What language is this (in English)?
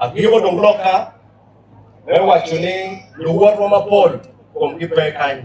Acoli